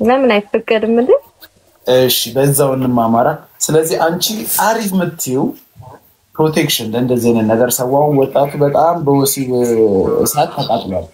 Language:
Amharic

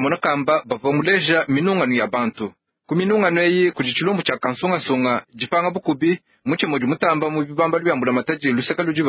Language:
Luba-Lulua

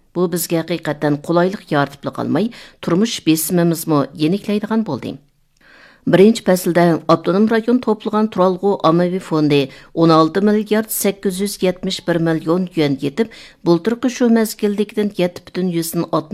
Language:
Uyghur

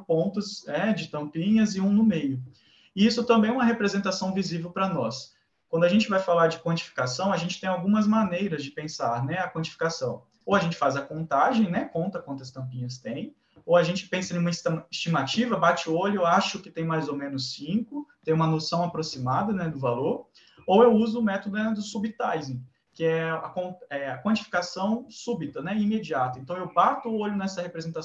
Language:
Portuguese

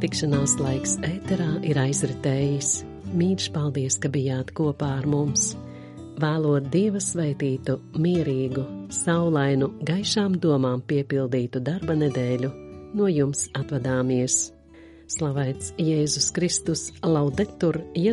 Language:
Latvian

